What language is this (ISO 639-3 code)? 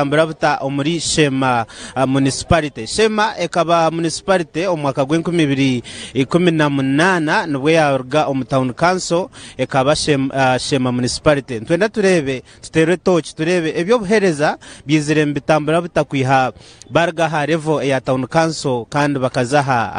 nyn